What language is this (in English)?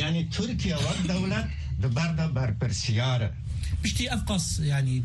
Kurdish